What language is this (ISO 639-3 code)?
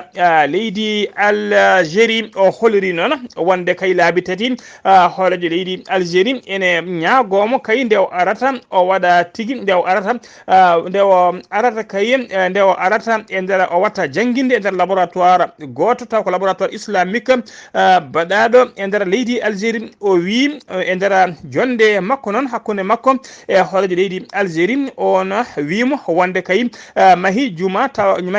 ful